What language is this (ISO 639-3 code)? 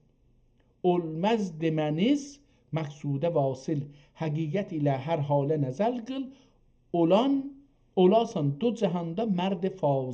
azb